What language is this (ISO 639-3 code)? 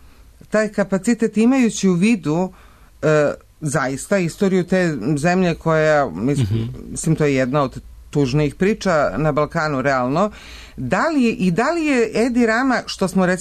srp